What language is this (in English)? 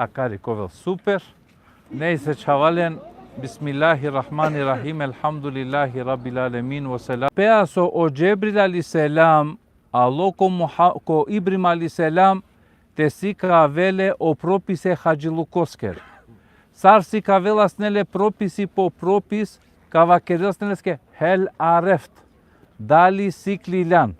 Balkan Romani